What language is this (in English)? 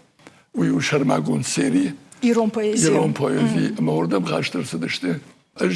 Ossetic